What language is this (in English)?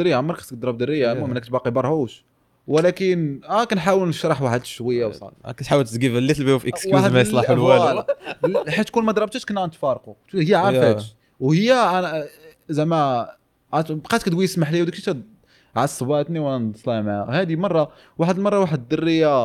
Moroccan Arabic